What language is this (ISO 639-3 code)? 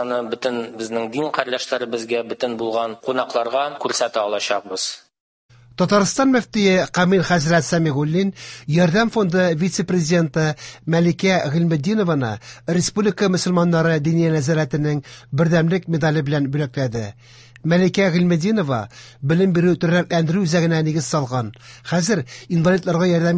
tat